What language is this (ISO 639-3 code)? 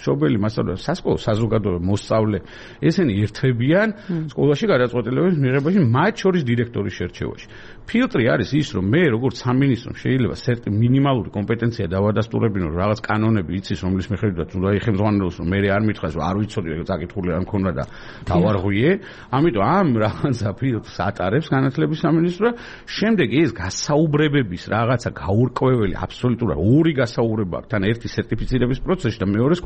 kat